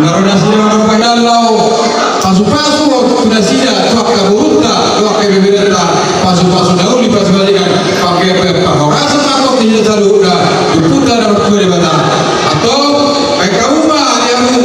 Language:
Batak Toba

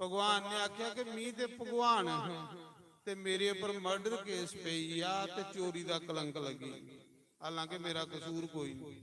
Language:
Dogri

